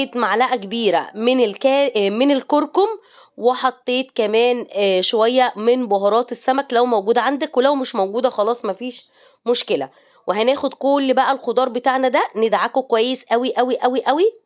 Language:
Egyptian Arabic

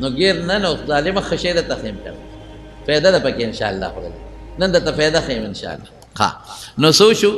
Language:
Pashto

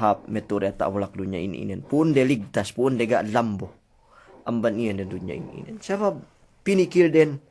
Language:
Yakan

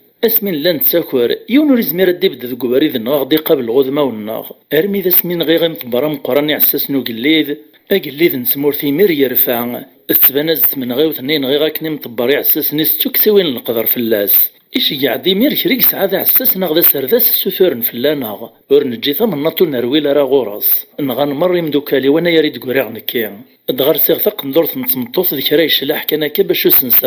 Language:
Kabyle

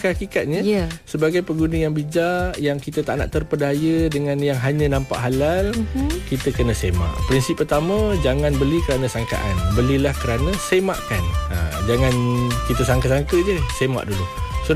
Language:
Malay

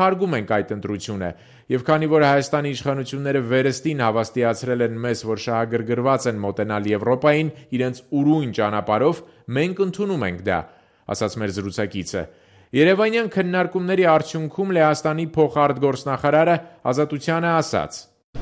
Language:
Armenian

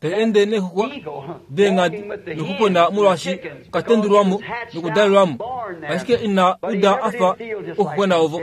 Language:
Kuanyama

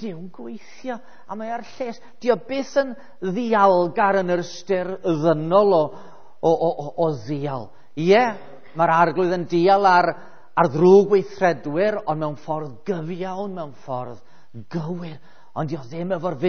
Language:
Welsh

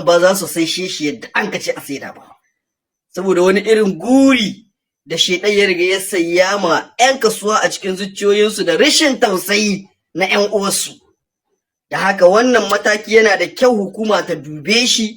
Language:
Hausa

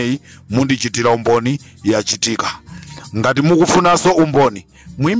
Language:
Nyanja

